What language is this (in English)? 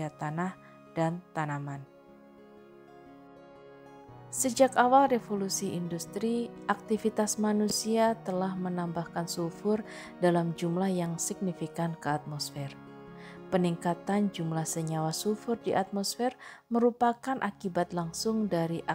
Indonesian